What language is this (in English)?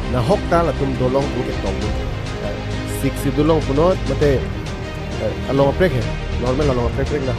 Karbi